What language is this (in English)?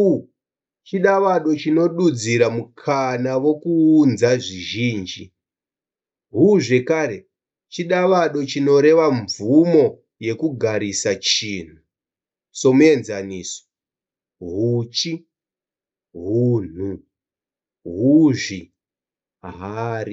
Shona